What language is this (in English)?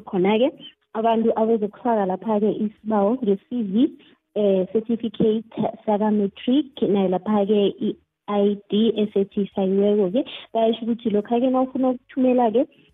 South Ndebele